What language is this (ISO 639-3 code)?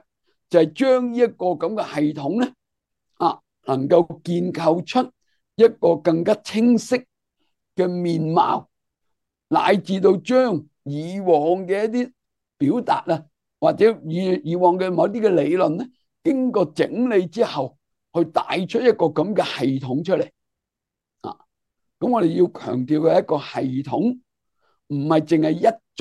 yue